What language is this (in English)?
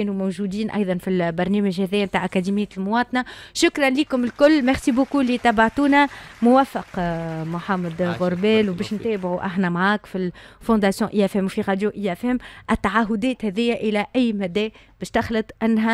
Tunisian Arabic